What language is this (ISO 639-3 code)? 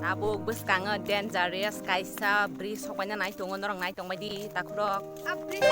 trp